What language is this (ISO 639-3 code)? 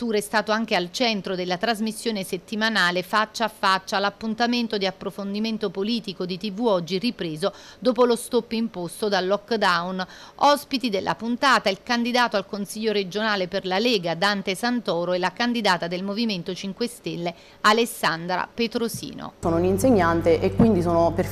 ita